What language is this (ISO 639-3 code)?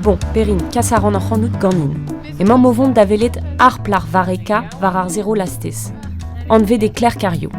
bre